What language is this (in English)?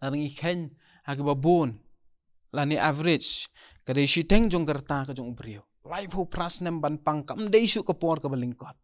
Khasi